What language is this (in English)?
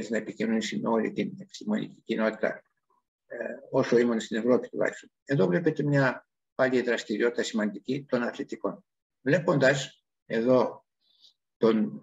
Greek